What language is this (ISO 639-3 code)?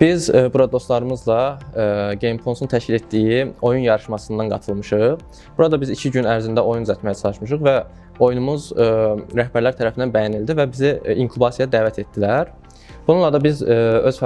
aze